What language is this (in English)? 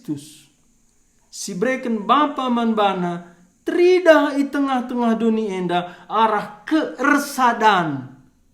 Batak Karo